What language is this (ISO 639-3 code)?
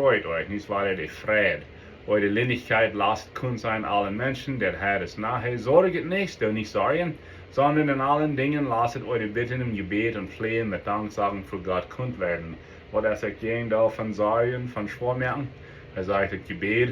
pdt